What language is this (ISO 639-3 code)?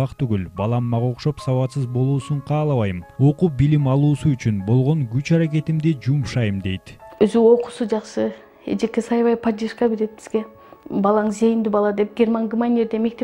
kir